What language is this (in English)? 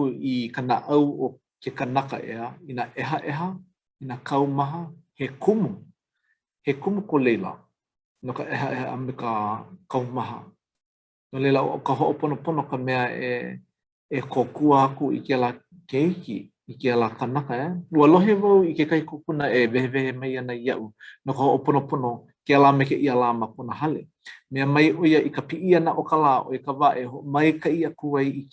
Hawaiian